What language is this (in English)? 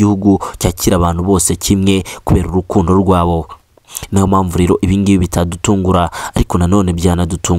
Kinyarwanda